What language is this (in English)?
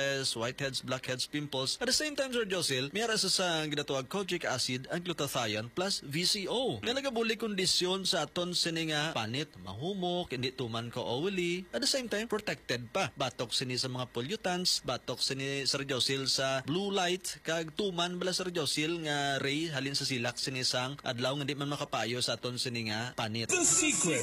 Hiligaynon